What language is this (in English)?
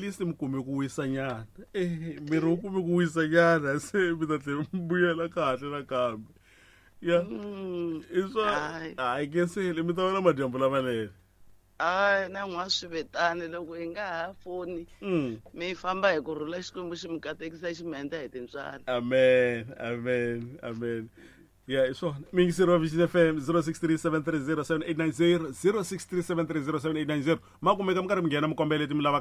Tsonga